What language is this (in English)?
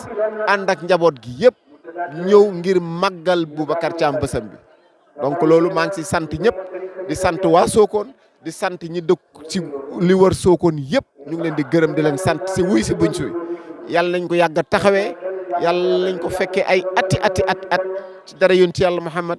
Wolof